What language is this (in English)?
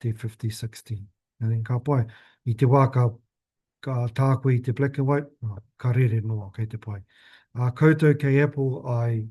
Māori